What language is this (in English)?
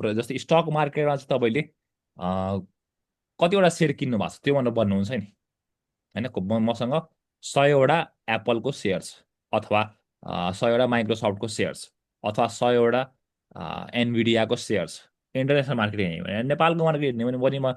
Nepali